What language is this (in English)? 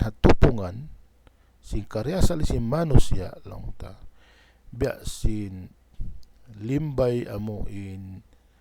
Tausug